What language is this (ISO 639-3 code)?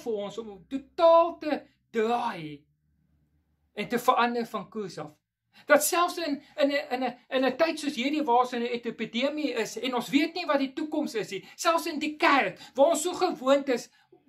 afr